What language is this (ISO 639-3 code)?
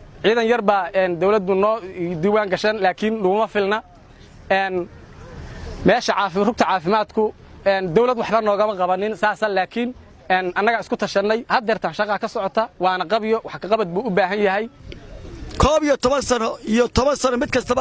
som